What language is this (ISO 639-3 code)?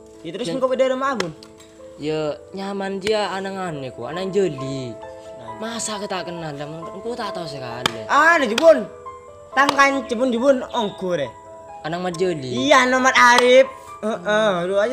mad